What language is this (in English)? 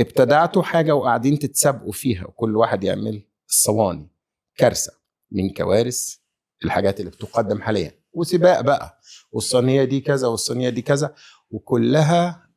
Egyptian Arabic